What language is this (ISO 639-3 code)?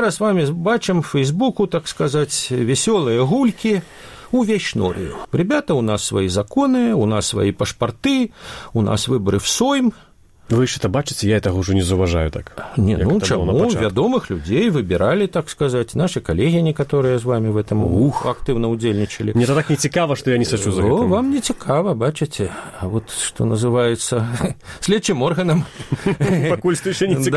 bel